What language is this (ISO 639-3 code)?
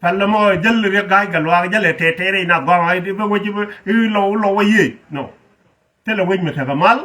nus